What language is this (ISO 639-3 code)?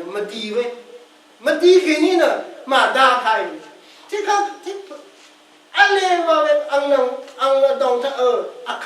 raw